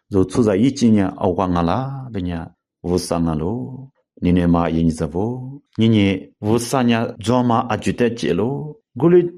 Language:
Lisu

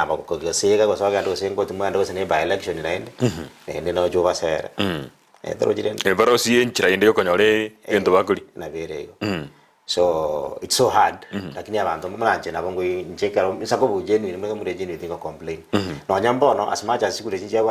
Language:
Gusii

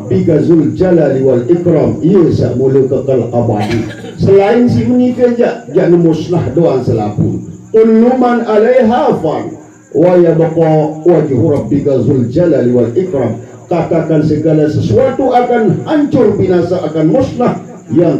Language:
Sasak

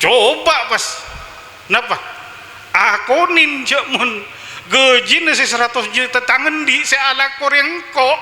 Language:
Madurese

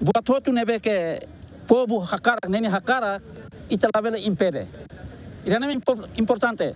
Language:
Tetum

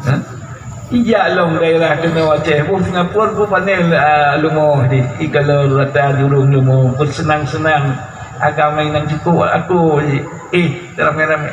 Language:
Achinese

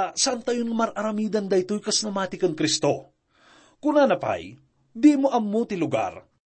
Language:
Iloko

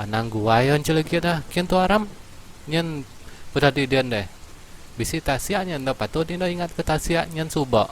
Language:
Iban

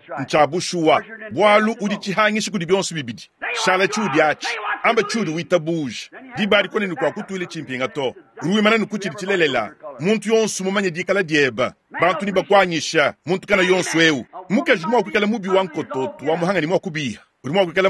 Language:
Luba-Lulua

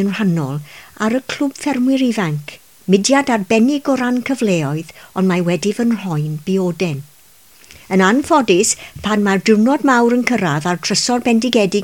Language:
Welsh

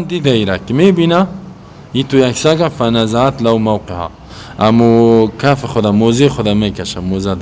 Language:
Persian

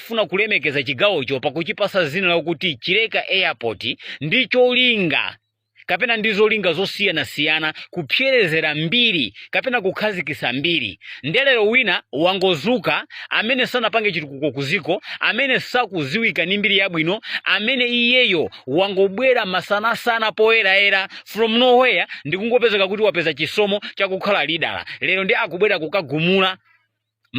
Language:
Nyanja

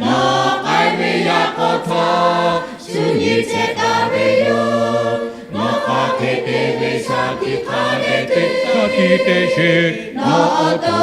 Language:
Lahu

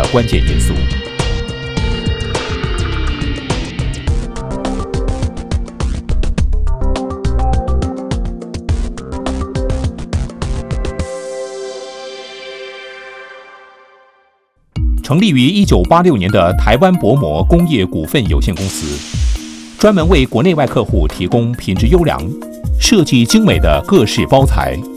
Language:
Chinese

